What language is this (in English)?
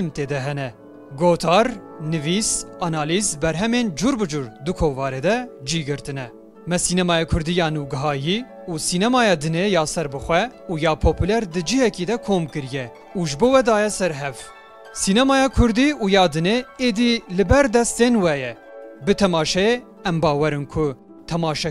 Kurdish